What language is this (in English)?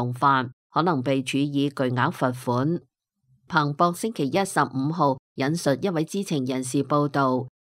Cantonese